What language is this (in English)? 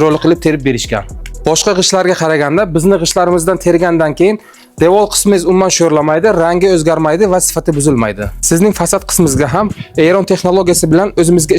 Uzbek